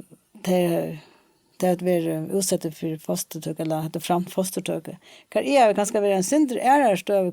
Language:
Faroese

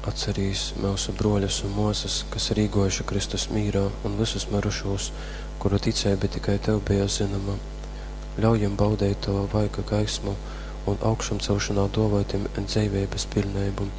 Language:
Latgalian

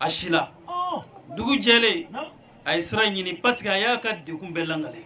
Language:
Bambara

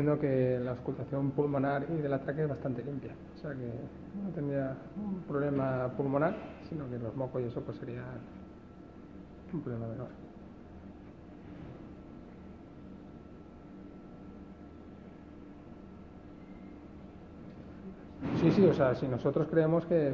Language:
Spanish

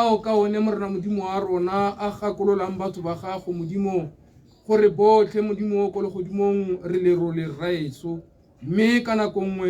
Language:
Tswana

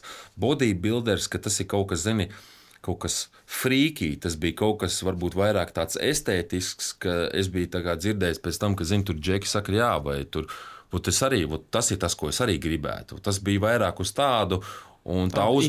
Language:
Latvian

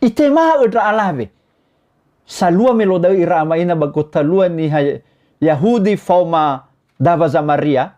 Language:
Nias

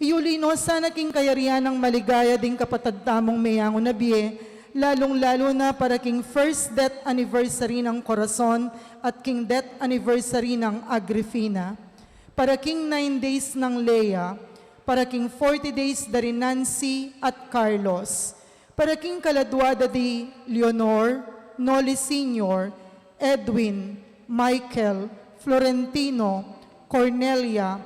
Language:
Pampanga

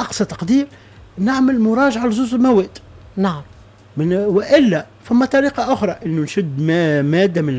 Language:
Tunisian Arabic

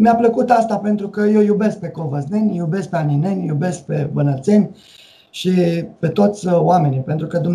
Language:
Romanian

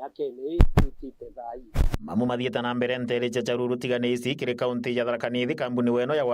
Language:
Meru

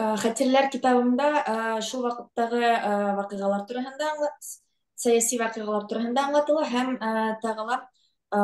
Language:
Bashkir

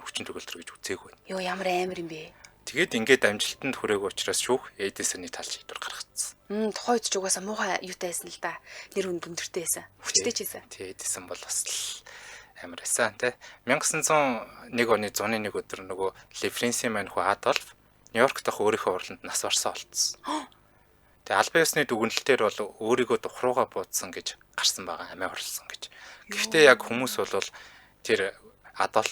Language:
Mongolian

